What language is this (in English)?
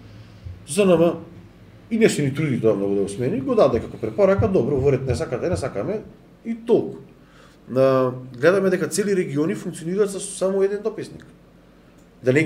Macedonian